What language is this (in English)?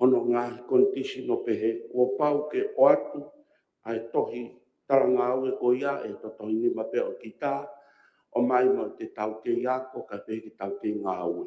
Tongan